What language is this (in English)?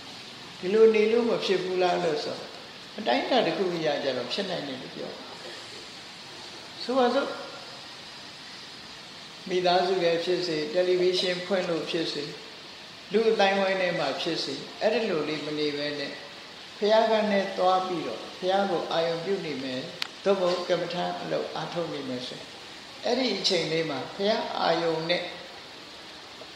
Burmese